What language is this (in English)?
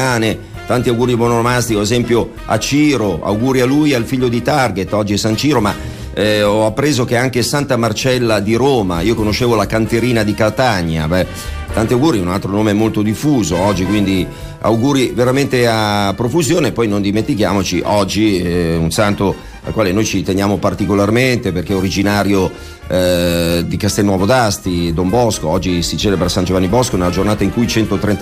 Italian